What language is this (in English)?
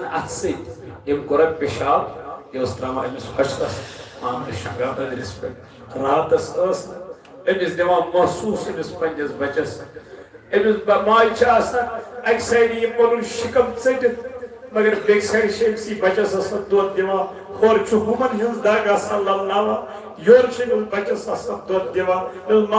Kashmiri